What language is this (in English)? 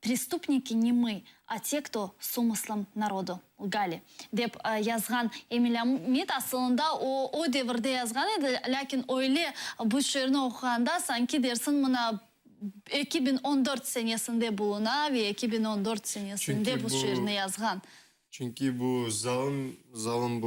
Crimean Tatar